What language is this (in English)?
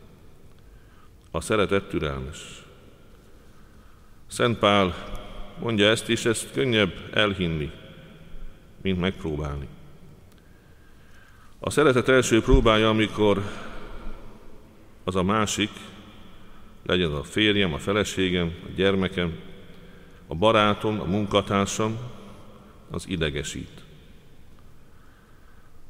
Hungarian